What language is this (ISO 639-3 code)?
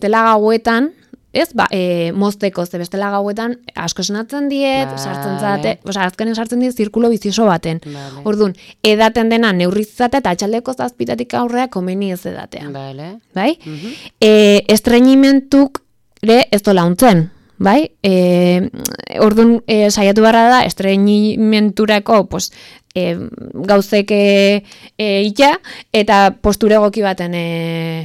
eus